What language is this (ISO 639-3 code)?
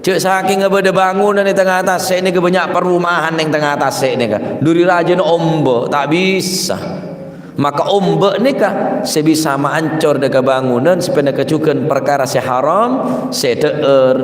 mad